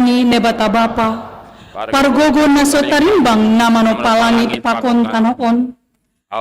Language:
Batak Simalungun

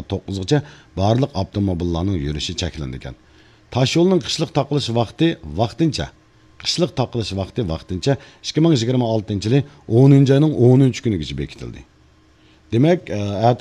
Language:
Uyghur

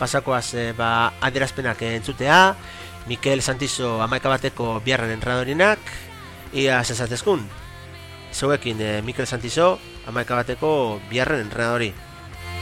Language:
Basque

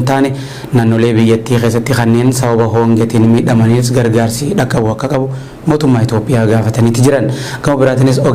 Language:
Oromo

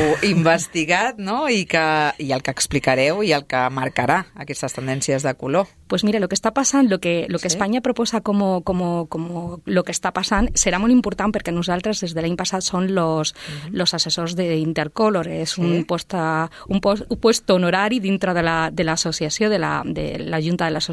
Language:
Catalan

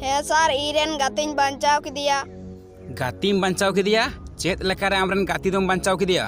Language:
Santali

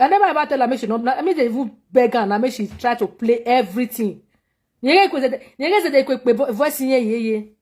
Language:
Nigerian Pidgin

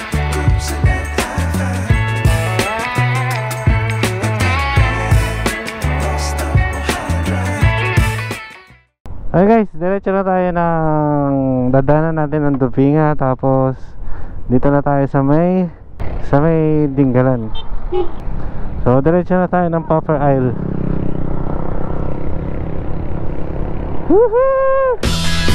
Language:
Filipino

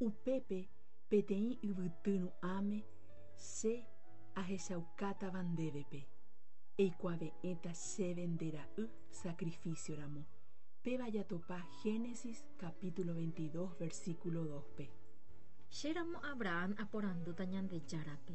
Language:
Guarani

